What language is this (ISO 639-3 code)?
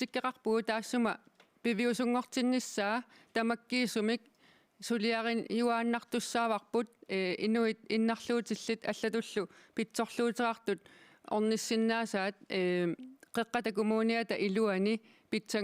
kal